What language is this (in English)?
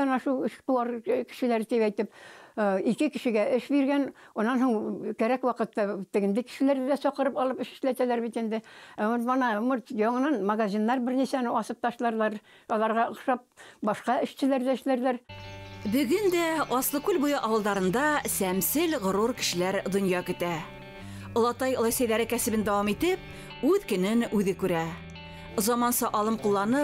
Bashkir